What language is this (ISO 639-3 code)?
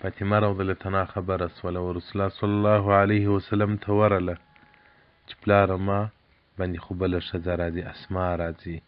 pus